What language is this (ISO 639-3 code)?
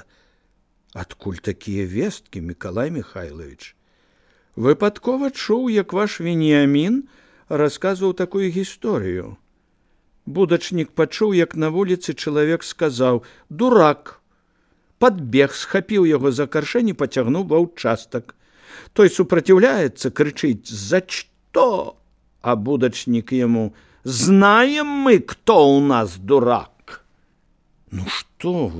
bel